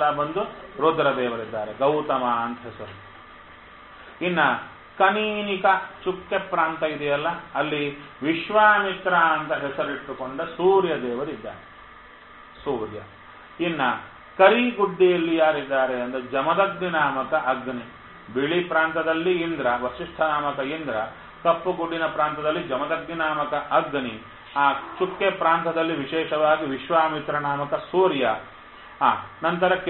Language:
Kannada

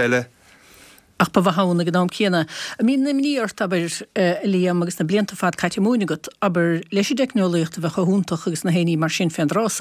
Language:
Irish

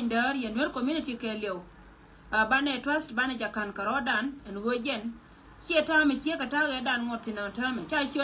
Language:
Nuer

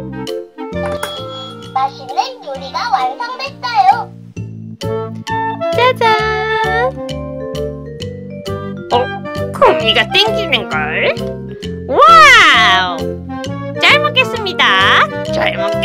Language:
Korean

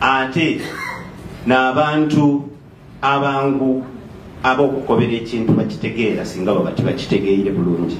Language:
Soga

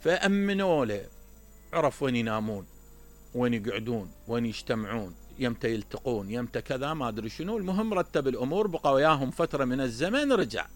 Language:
Mesopotamian Arabic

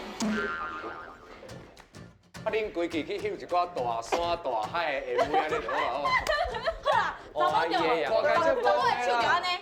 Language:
Min Nan Chinese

